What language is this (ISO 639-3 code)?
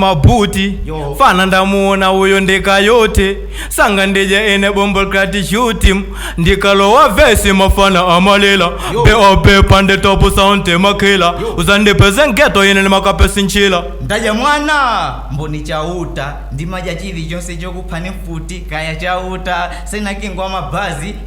nya